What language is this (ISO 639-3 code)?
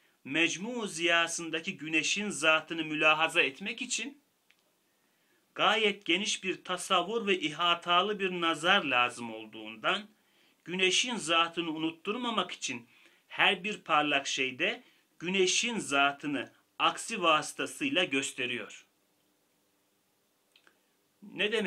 tur